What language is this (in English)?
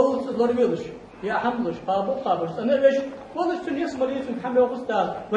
Ingush